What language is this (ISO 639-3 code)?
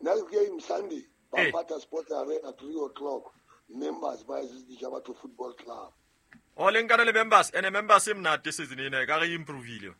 sot